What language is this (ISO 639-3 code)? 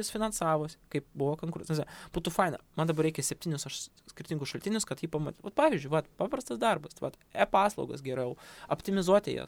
lit